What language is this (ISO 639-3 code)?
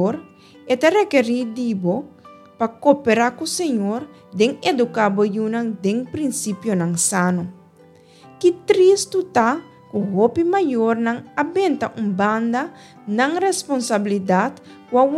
pap